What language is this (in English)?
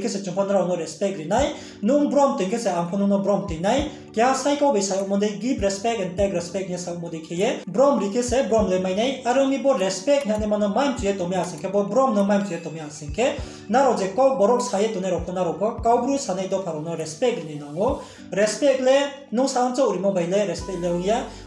Riang (India)